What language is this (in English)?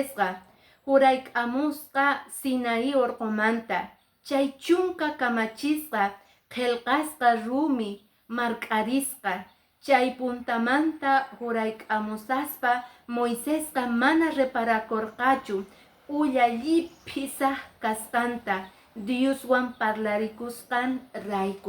Quechua